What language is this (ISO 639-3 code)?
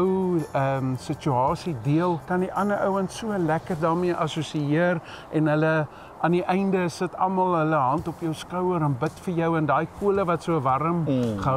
afr